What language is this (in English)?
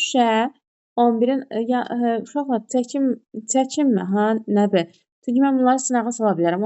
Azerbaijani